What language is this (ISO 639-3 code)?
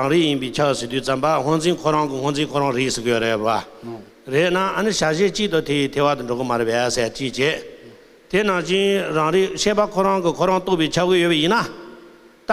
bod